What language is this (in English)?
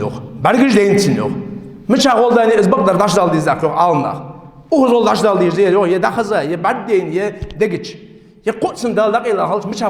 Ingush